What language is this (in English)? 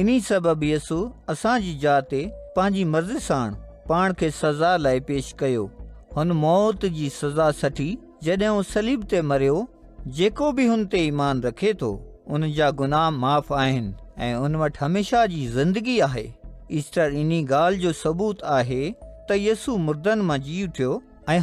Sindhi